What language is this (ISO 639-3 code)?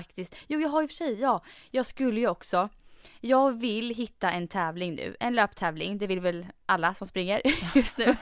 swe